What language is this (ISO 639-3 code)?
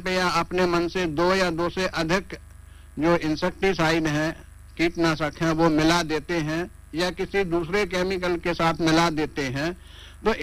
hin